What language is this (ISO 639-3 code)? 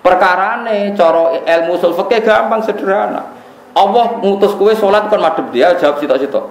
jav